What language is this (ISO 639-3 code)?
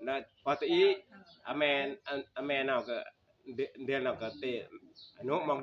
tts